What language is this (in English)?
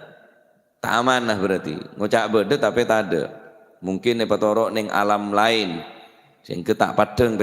Madurese